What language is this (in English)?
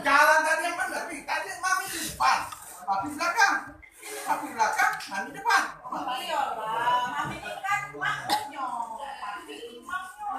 Musi